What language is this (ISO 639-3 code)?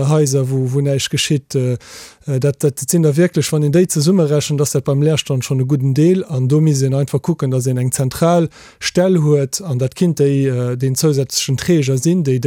ltz